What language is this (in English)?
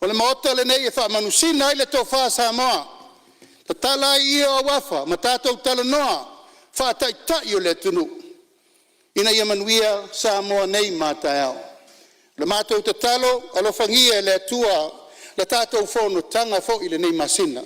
Samoan